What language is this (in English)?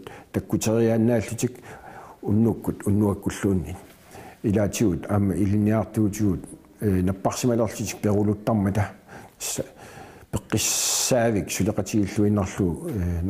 Kalaallisut